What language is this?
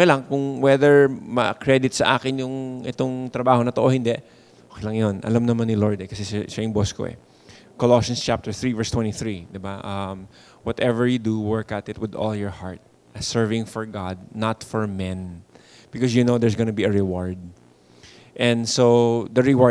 Filipino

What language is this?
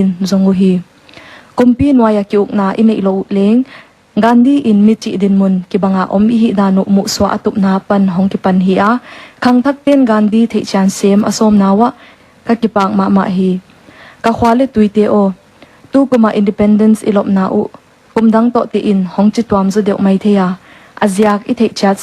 Paite Chin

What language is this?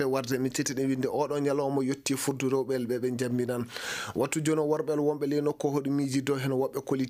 Fula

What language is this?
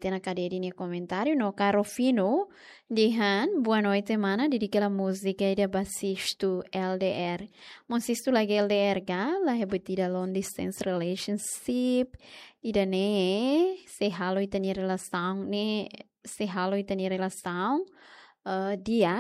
Tetum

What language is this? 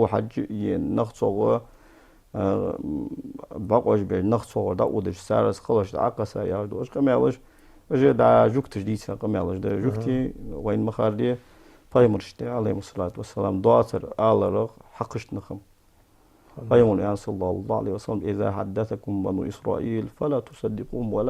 Ingush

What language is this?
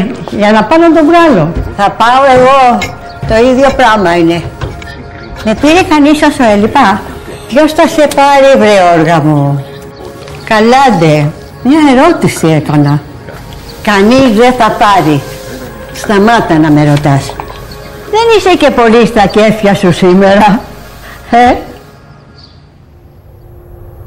Greek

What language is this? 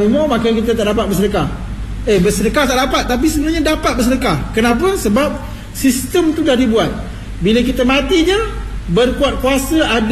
Malay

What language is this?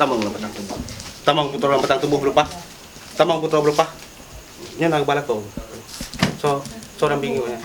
Achinese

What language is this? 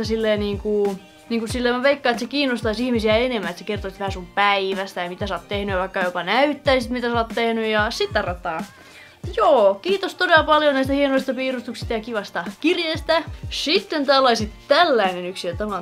Finnish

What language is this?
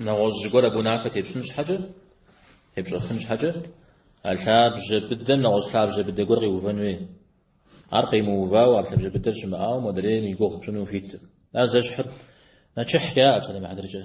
Kabardian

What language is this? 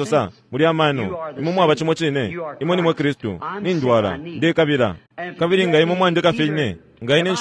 Bemba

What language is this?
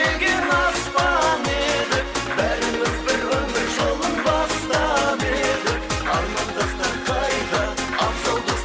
Kara-Kalpak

